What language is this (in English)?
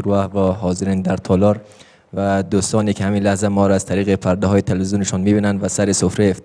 Persian